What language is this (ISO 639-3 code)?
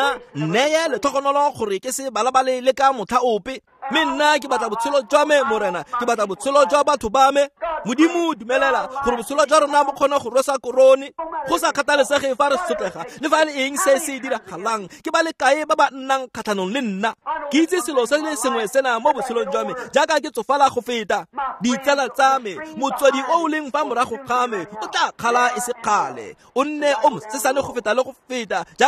tsn